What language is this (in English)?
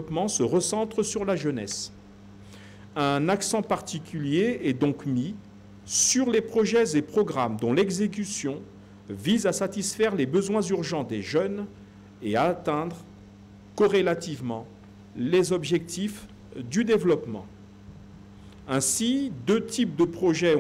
French